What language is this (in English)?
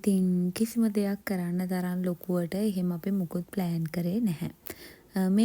Sinhala